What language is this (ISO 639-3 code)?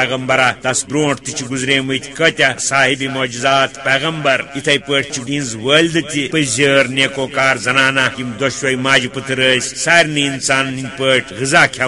kas